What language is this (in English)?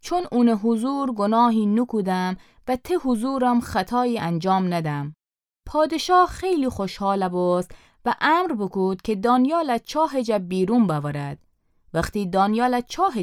Gilaki